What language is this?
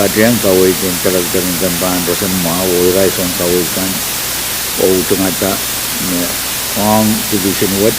Pohnpeian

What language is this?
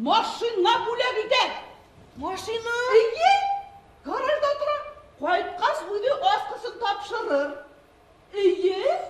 Bashkir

